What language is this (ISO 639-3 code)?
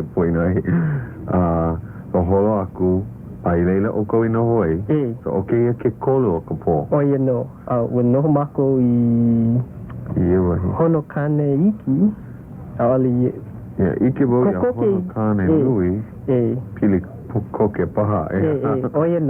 haw